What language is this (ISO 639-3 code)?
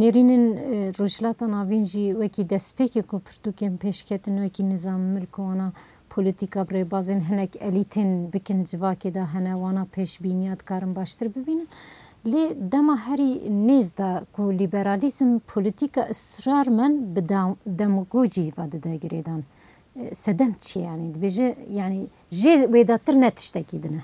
kur